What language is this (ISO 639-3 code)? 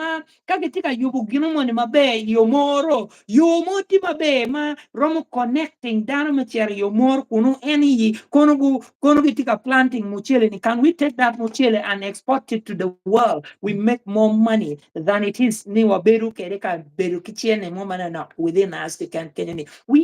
ach